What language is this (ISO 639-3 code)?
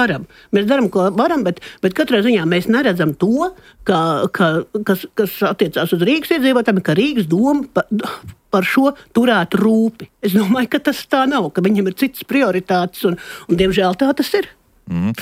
lav